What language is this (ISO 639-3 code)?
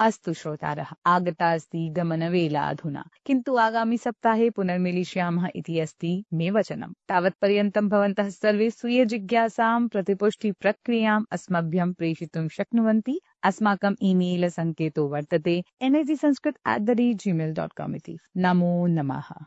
san